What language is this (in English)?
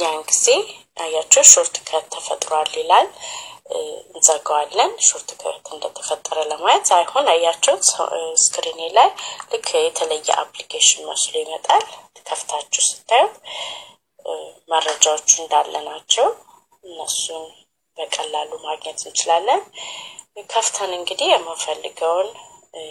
Amharic